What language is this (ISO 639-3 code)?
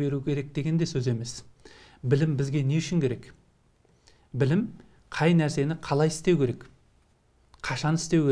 kaz